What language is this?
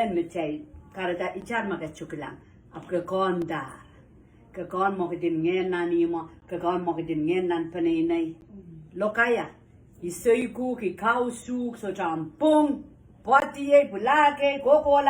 Pohnpeian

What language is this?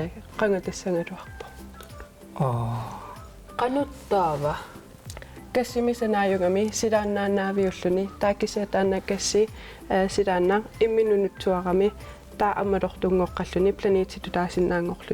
Kalaallisut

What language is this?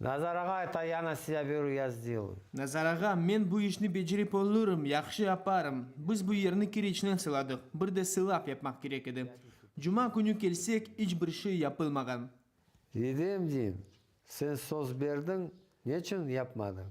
Crimean Tatar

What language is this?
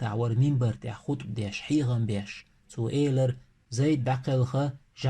Chechen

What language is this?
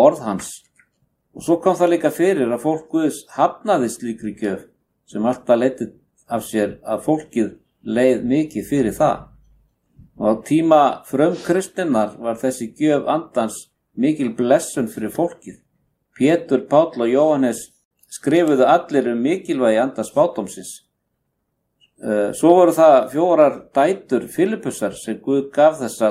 Icelandic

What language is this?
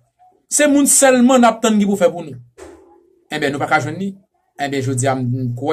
Haitian Creole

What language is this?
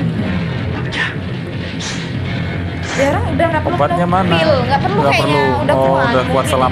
Indonesian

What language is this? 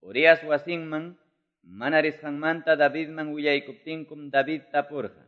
Quechua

